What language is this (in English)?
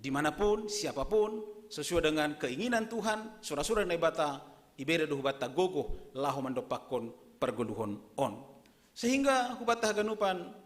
Batak Simalungun